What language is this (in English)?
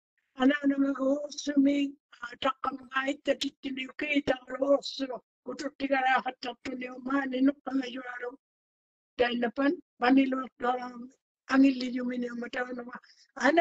Māori